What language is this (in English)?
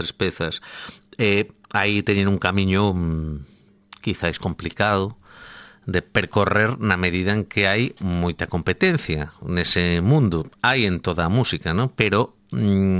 Galician